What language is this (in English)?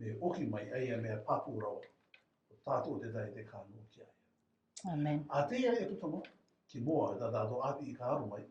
Rarotongan